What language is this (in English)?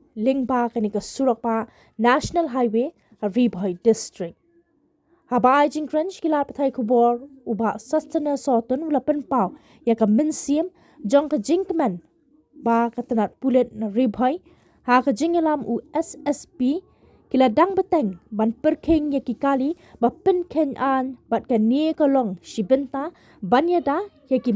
Khasi